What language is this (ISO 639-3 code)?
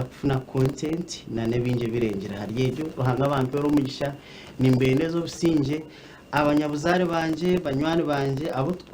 nyn